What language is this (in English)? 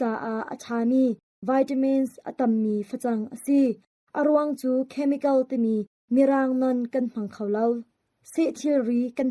Hakha Chin